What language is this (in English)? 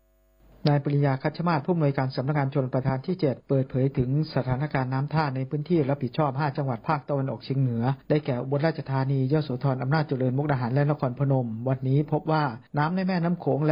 Thai